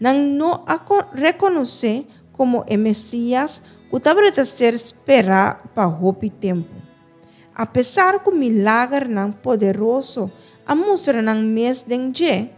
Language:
Papiamento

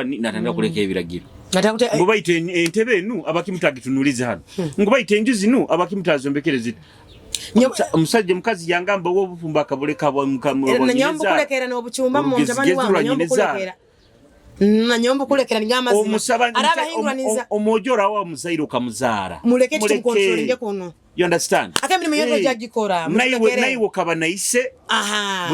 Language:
Nyoro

